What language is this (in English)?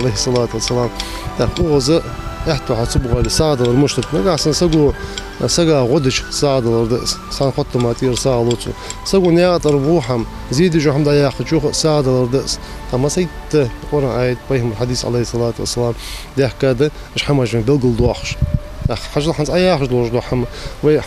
Ingush